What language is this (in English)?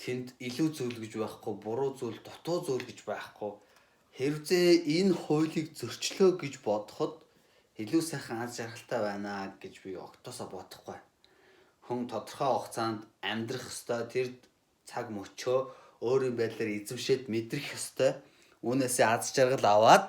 Mongolian